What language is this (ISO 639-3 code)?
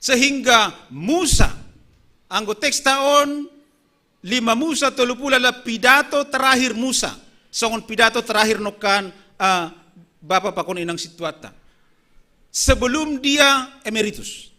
bts